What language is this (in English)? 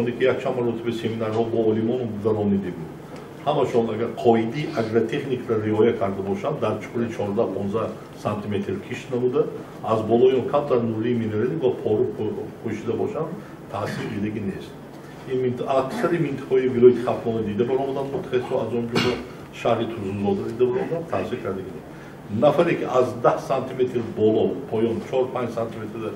Tajik